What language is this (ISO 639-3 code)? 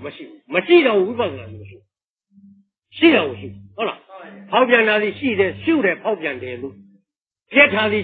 mya